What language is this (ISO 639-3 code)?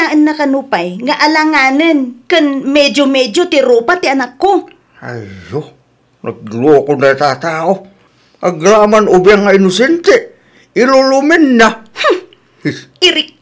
ilo